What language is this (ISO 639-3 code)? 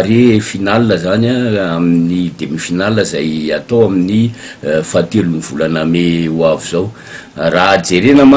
mlg